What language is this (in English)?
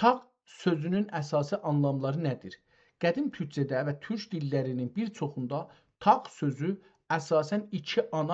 South Azerbaijani